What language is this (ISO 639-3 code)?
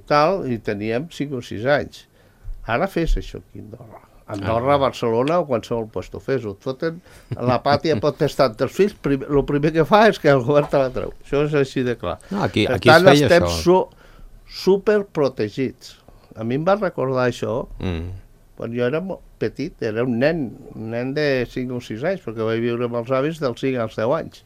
cat